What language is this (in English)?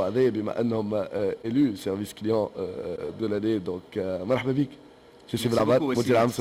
Tunisian Arabic